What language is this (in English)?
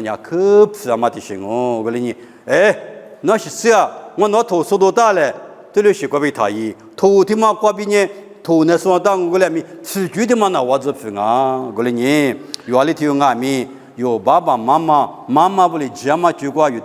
Lisu